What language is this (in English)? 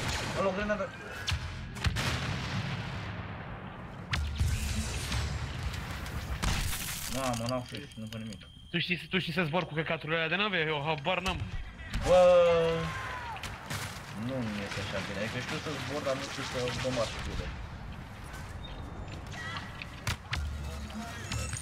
Romanian